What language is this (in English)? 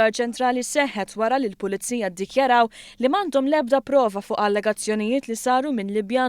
Maltese